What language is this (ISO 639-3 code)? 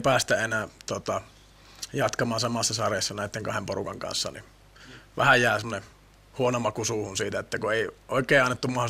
fin